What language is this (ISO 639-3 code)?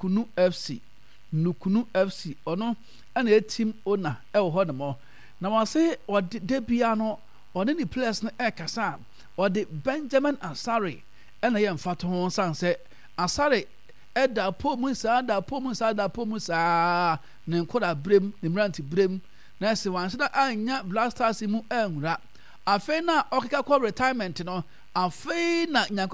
aka